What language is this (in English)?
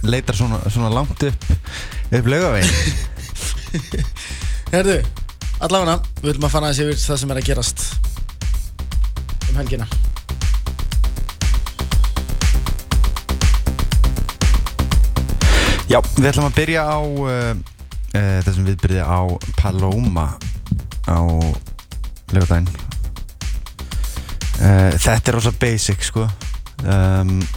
Icelandic